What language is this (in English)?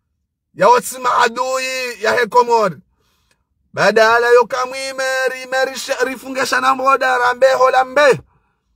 Ngazidja Comorian